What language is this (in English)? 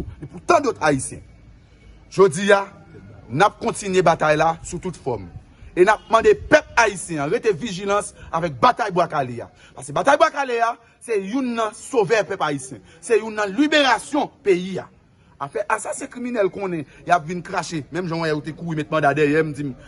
Haitian Creole